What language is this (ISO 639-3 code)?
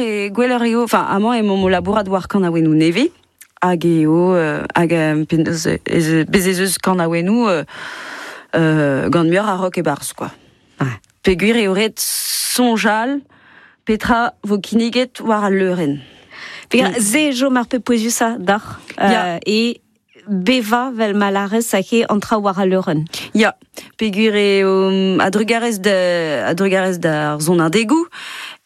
bre